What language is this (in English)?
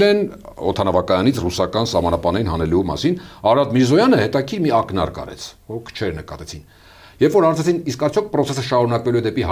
Armenian